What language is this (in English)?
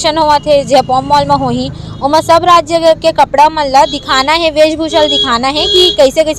Chhattisgarhi